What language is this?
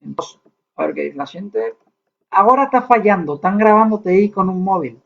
Asturian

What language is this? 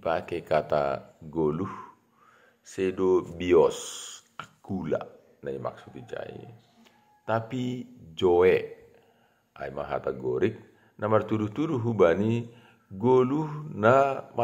Batak Simalungun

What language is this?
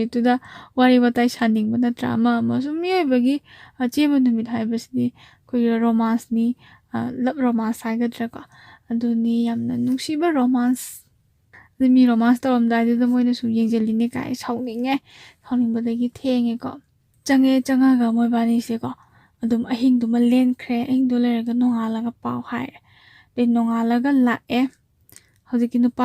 Manipuri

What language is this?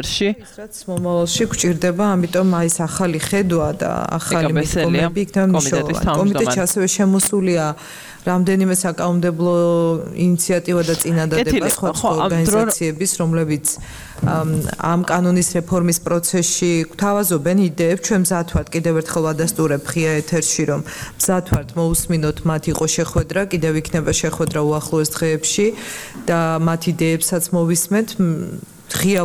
Georgian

